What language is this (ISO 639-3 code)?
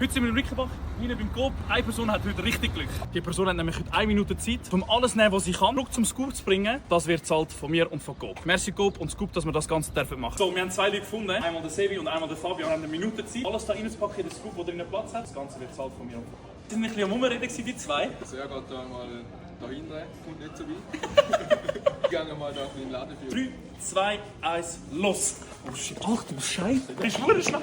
gsw